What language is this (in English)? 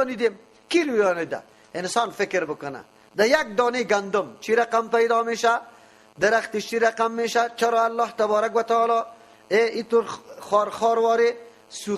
Persian